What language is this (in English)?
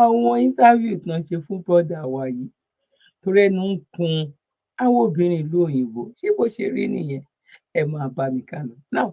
Yoruba